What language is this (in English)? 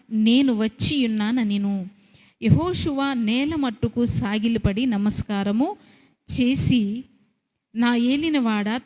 Koya